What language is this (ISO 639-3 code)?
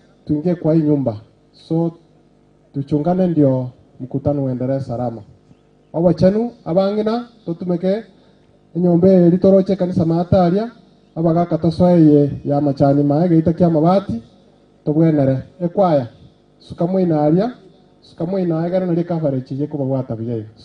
guz